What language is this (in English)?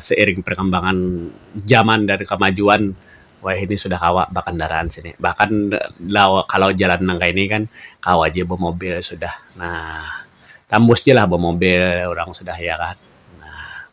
Banjar